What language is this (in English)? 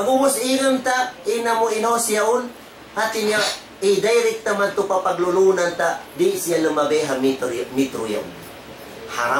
Tausug